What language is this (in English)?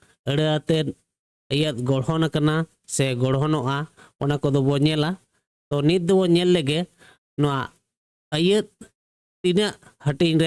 Santali